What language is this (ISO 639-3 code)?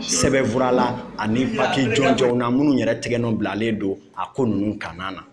bam